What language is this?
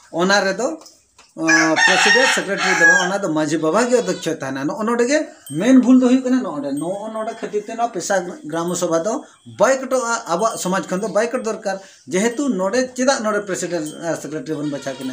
Santali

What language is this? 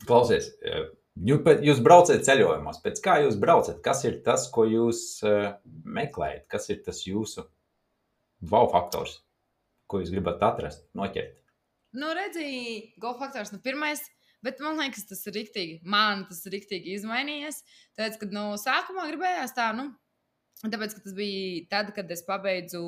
Latvian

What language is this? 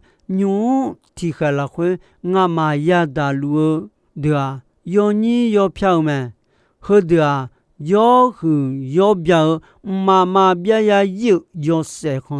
Akha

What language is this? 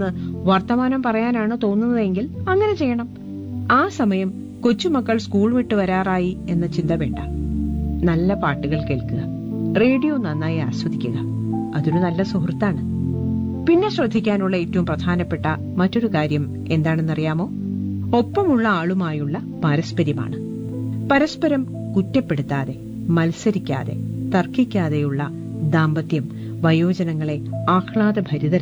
Malayalam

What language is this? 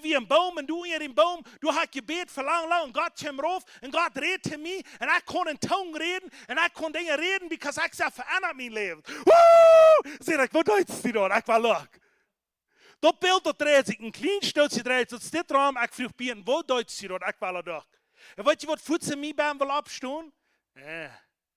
Plautdietsch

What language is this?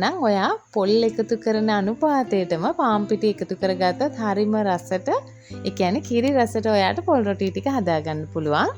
Sinhala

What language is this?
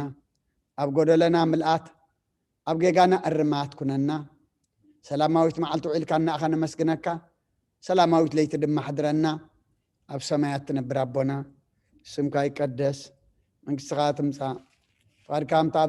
Tigrinya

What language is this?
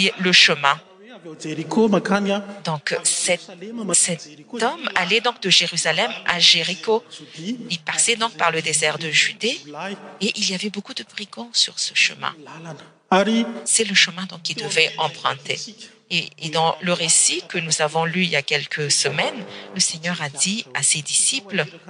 French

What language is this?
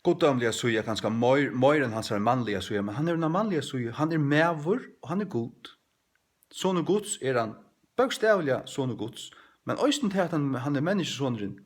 Faroese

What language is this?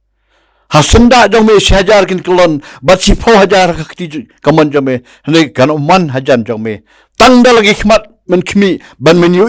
Khasi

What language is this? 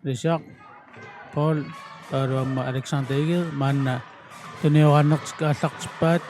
Kalaallisut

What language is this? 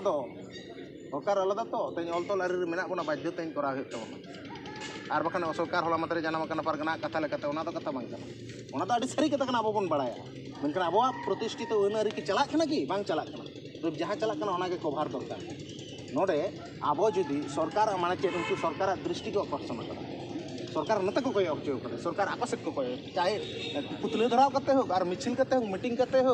Santali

